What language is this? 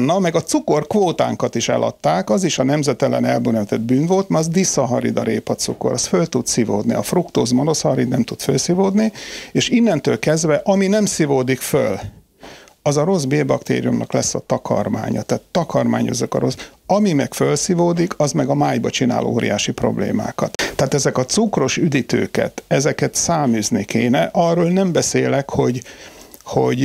Hungarian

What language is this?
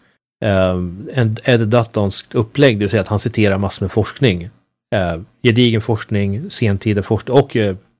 Swedish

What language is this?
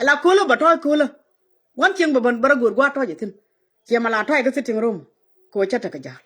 Nuer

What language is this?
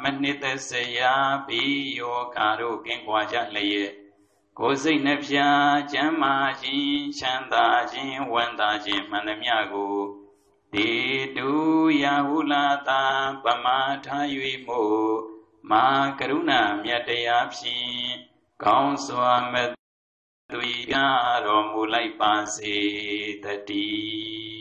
Burmese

